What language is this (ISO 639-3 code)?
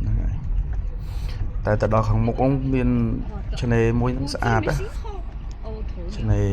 khm